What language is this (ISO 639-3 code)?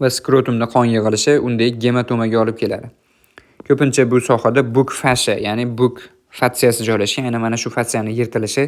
uzb